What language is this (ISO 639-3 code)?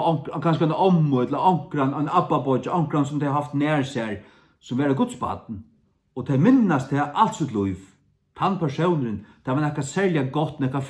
fao